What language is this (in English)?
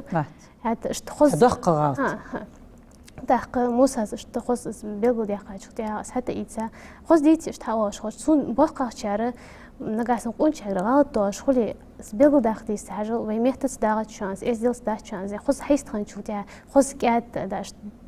Ingush